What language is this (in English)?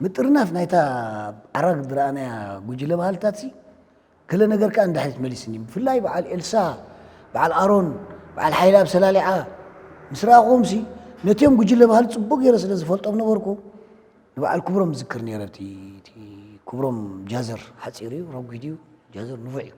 Tigrinya